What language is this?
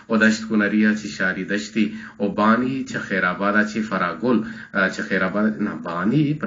Eastern Balochi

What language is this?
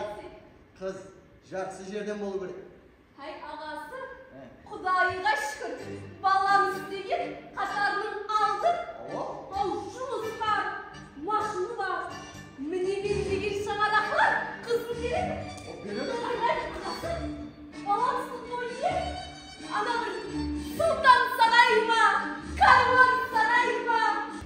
Kara-Kalpak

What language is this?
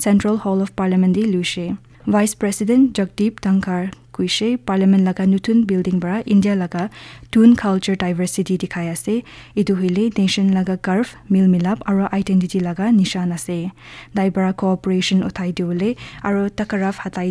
Naga Pidgin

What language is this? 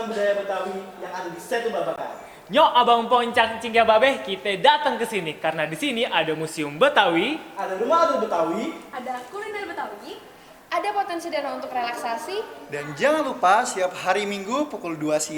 Betawi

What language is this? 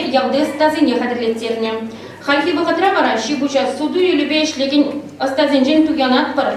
Chuvash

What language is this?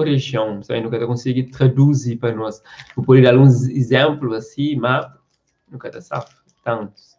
Kabuverdianu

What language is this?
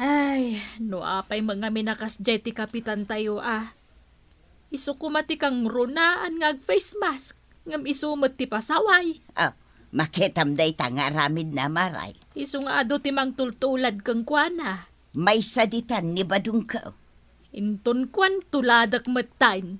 Iloko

